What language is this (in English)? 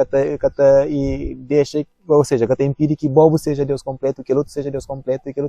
Kabuverdianu